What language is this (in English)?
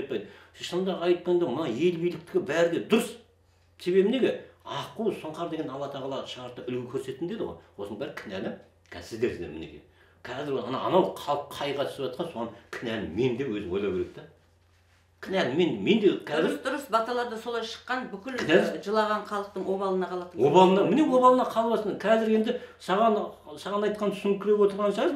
Kazakh